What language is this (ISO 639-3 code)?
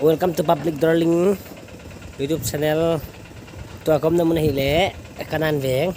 pck